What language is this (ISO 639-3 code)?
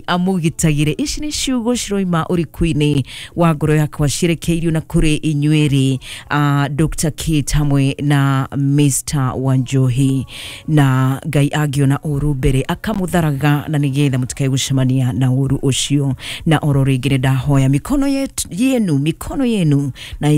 kik